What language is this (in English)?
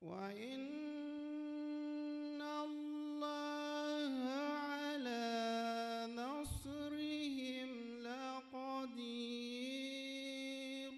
Bambara